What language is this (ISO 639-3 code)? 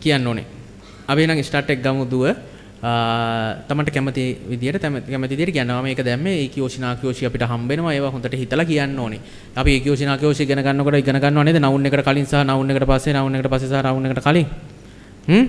sin